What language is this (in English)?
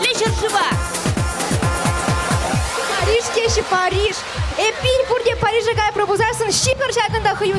Chuvash